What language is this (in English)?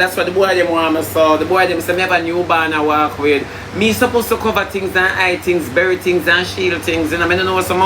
Jamaican Creole English